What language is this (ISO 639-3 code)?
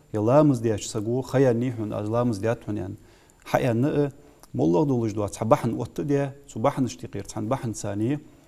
inh